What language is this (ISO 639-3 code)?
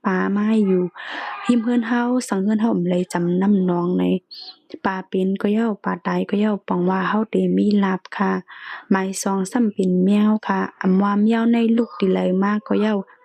shn